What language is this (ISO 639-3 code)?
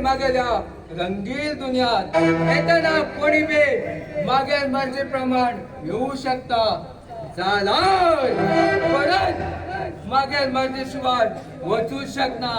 kok